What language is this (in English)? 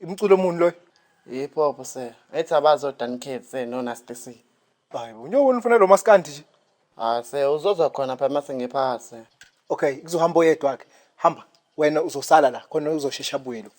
Zulu